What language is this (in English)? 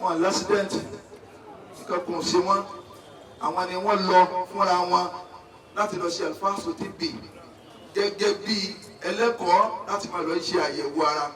Yoruba